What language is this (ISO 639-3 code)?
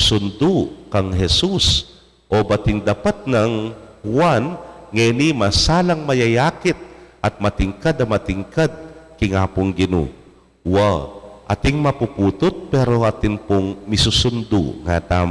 pam